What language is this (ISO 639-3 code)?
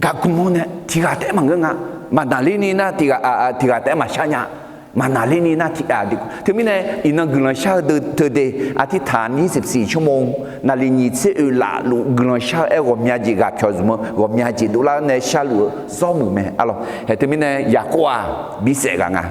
ahk